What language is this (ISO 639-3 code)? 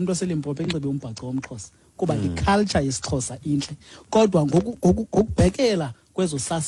xho